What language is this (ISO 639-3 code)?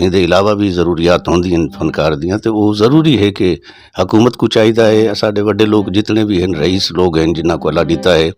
skr